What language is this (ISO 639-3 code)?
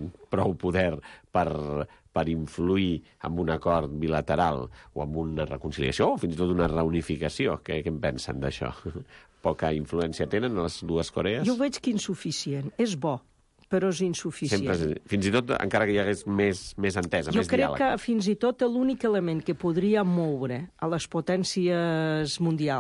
cat